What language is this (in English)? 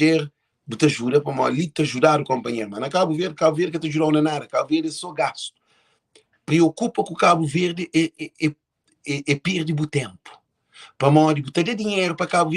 Kabuverdianu